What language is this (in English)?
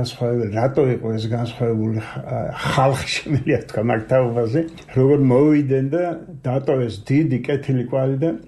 Georgian